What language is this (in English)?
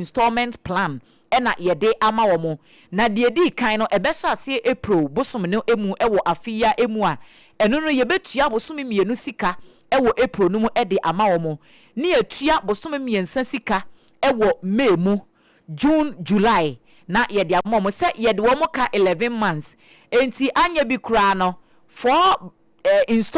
Akan